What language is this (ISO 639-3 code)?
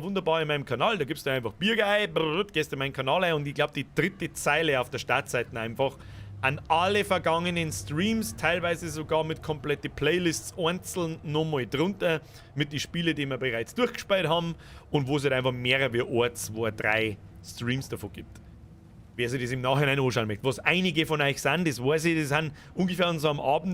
bar